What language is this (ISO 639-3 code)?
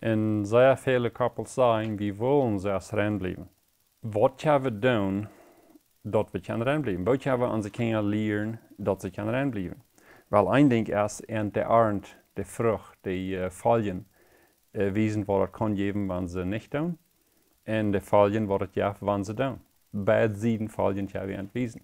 pdt